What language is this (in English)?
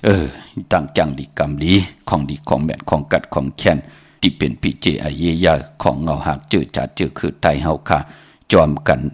Shan